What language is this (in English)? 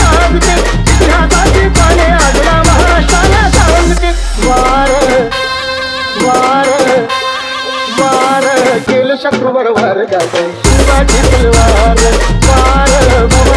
Marathi